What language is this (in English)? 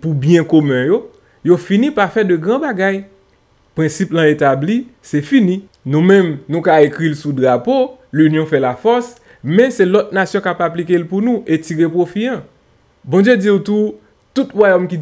Haitian Creole